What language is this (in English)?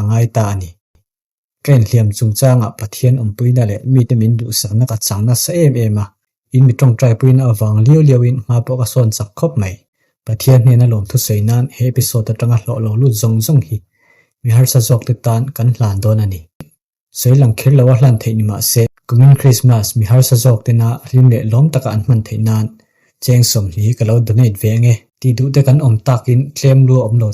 Mizo